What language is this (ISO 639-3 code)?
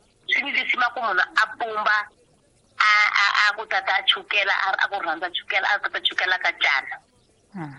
tso